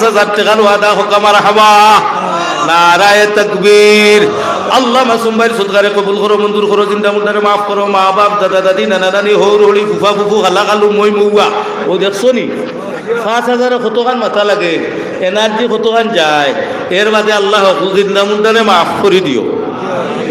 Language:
Sylheti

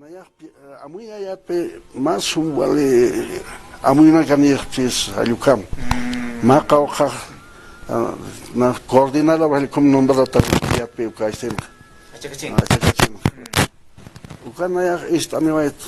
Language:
Aymara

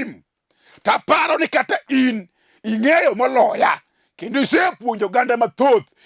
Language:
Luo (Kenya and Tanzania)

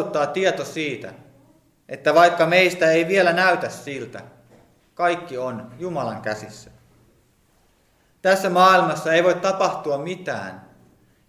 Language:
Finnish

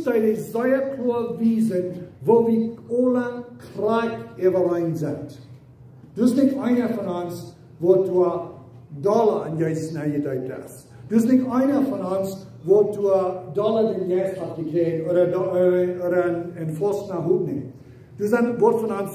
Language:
Plautdietsch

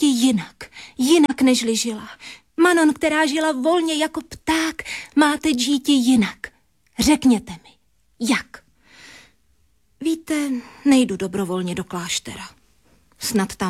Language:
Czech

